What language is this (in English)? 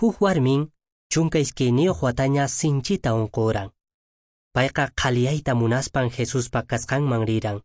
Quechua